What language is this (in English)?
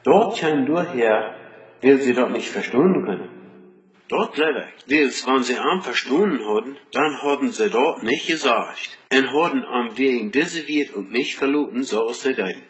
Plautdietsch